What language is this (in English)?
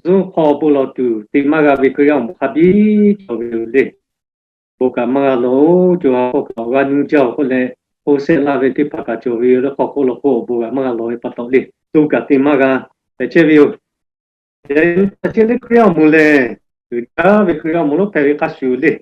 Lahu